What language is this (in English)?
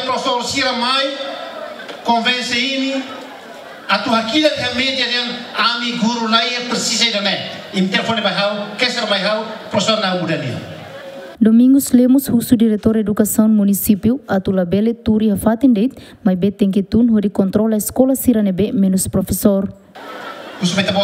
Tetum